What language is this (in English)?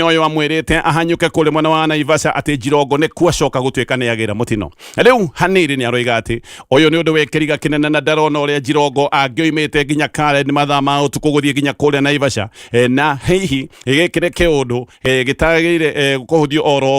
Kikuyu